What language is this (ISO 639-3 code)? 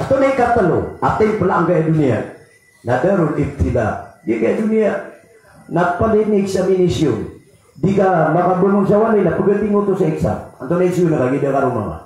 mrw